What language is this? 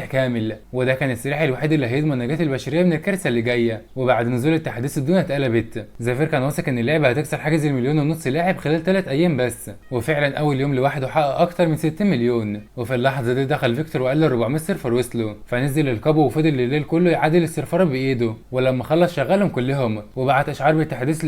Egyptian Arabic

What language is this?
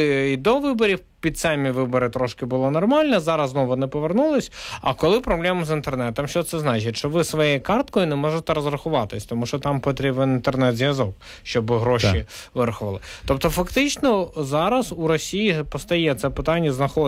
Ukrainian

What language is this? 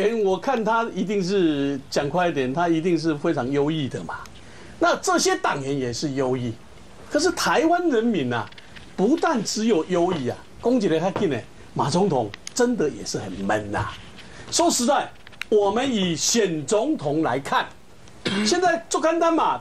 Chinese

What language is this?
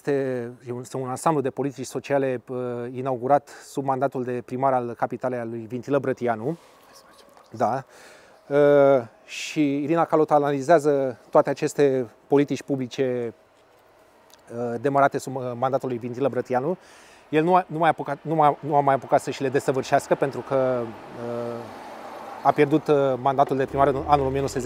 Romanian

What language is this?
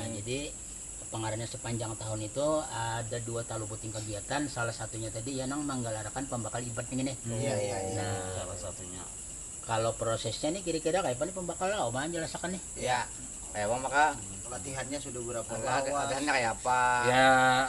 Banjar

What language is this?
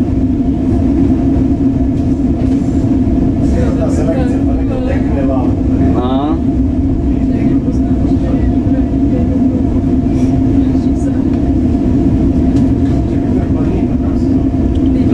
Croatian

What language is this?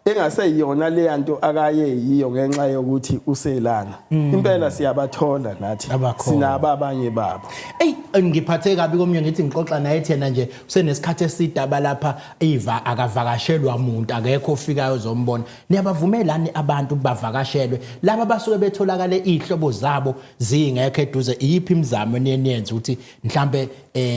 Zulu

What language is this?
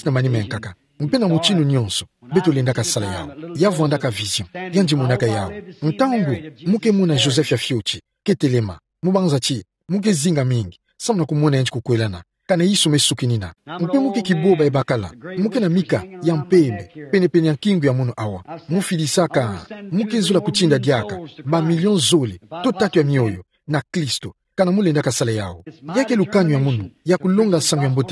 Kituba (Democratic Republic of Congo)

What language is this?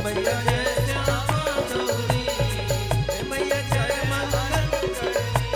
Maithili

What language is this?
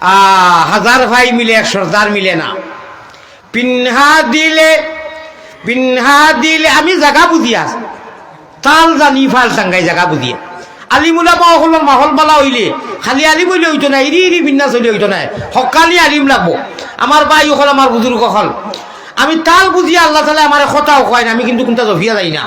Sylheti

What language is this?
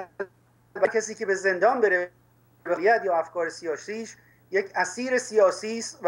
Persian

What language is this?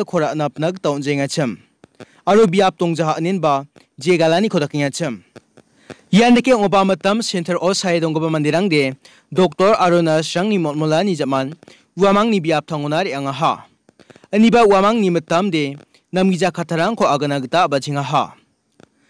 Garo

